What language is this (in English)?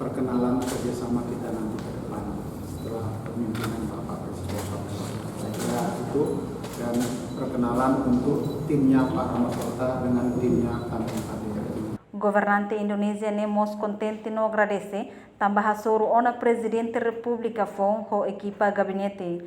Tetum